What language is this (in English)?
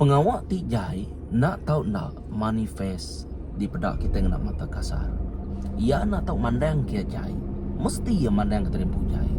Iban